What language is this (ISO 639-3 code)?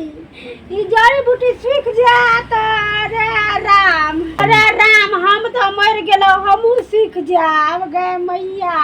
mai